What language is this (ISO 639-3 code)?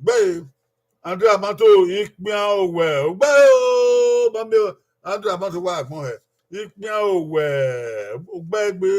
bin